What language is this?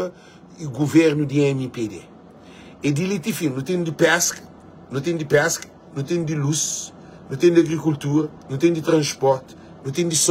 Kabuverdianu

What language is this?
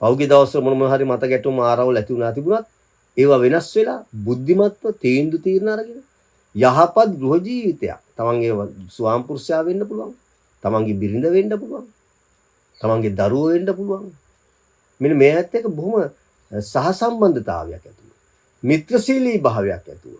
Sinhala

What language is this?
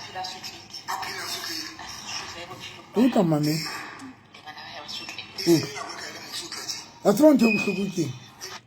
Southern Sotho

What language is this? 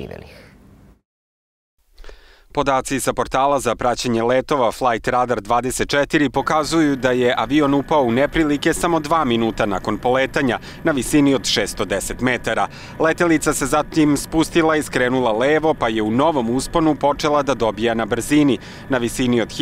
Serbian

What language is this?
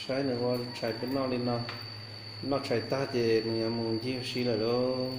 Hmong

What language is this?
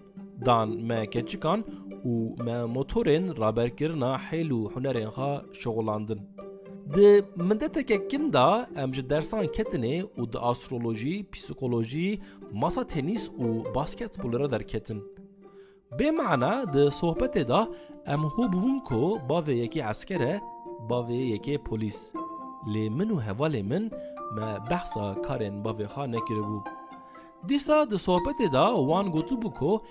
Kurdish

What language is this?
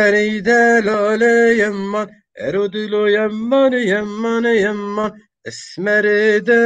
Zaza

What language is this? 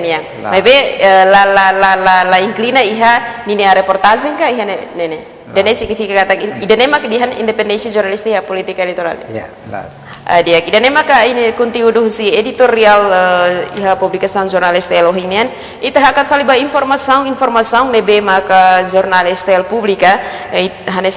Tetum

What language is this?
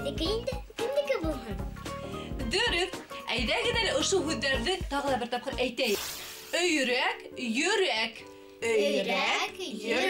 Bashkir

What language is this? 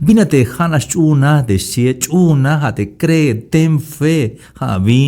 Tzeltal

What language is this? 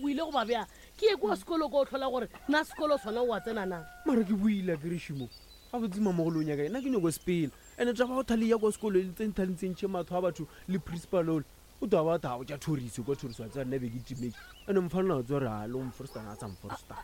Northern Sotho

